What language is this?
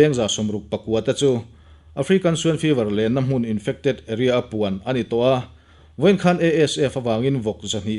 Mizo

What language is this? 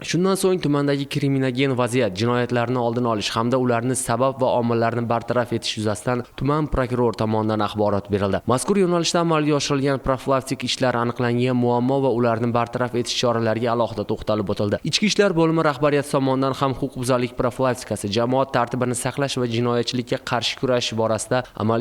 Uzbek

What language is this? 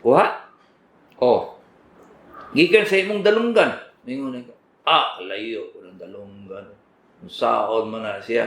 Cebuano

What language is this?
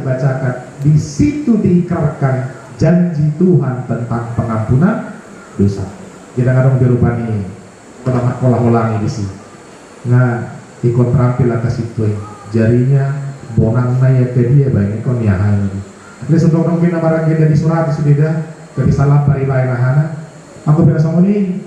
Batak Toba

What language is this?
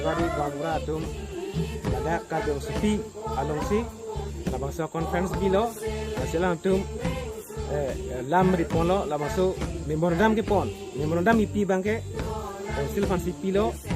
Karbi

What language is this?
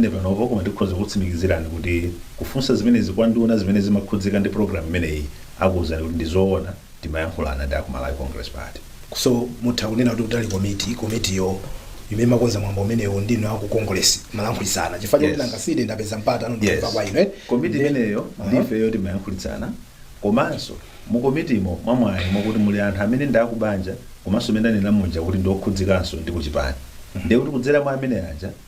Nyanja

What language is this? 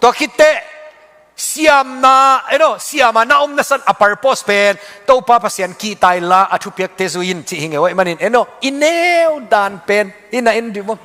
Tedim Chin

